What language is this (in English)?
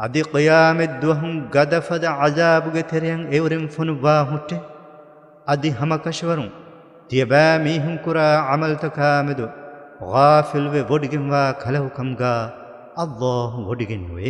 Divehi